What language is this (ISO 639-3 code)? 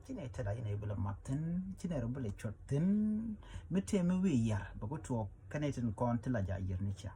nus